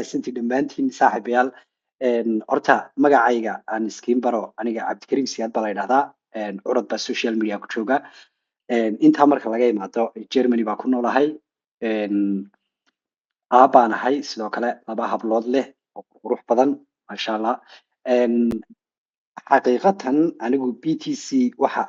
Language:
Somali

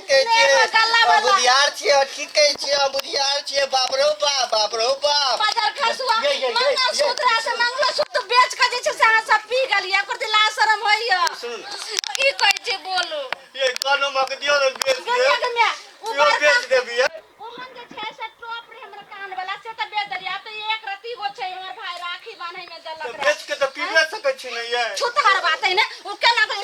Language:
Maithili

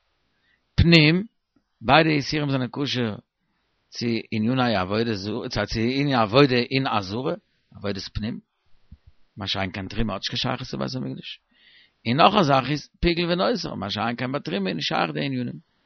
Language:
Yiddish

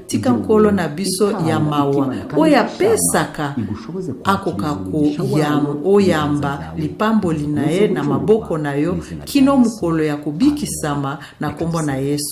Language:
Lingala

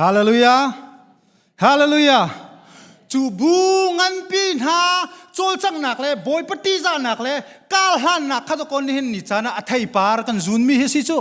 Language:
Hakha Chin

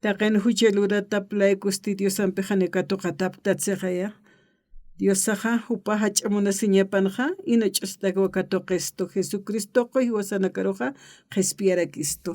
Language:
Aymara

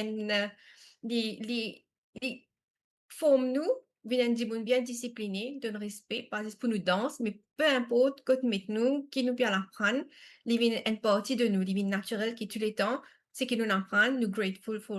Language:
Morisyen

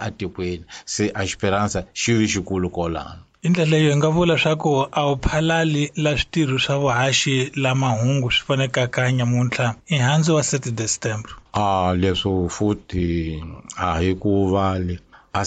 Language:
Tsonga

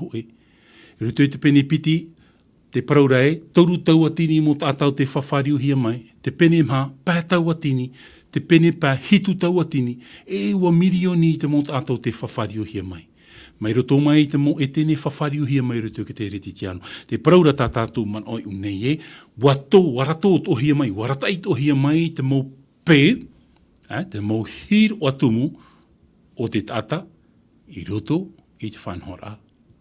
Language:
Tahitian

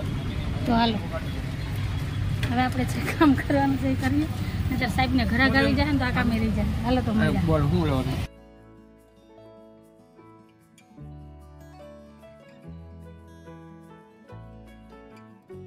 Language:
Gujarati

